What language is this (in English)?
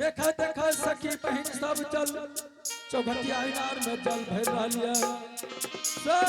Angika